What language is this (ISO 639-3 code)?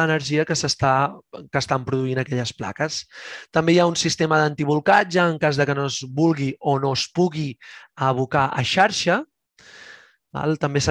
cat